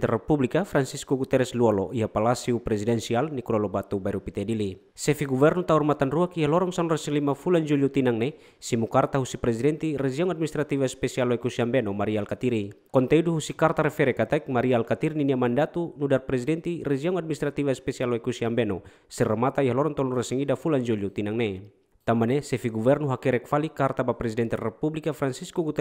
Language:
Tetum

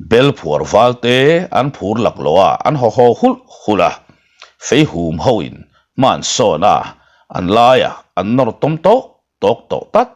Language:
Mizo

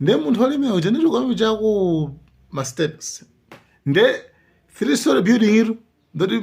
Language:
Nyanja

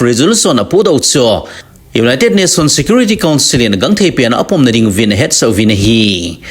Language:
Thado Chin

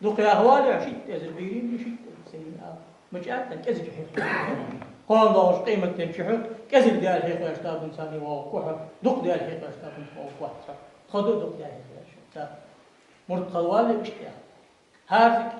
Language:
Ingush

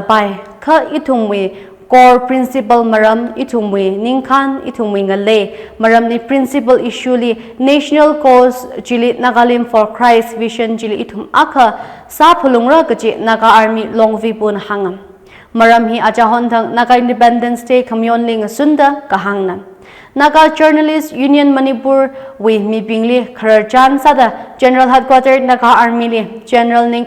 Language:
Tangkhul Naga (India)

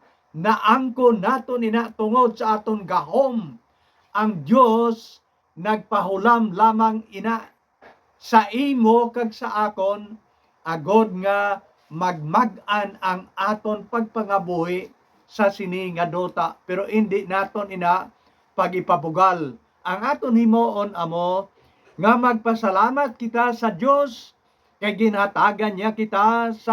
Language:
Hiligaynon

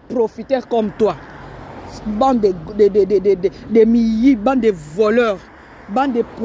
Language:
Lingala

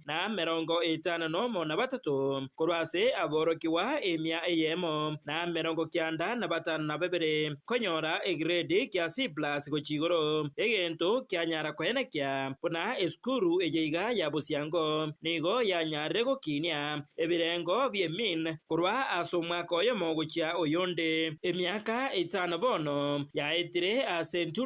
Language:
Gusii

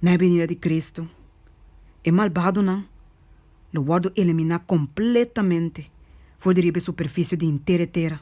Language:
Papiamento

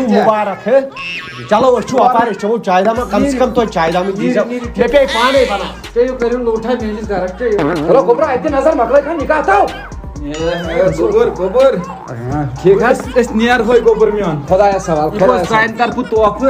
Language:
Kashmiri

